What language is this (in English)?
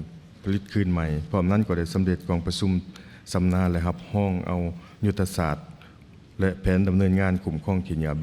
Lao